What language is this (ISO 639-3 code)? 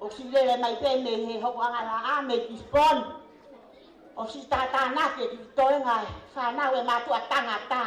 ton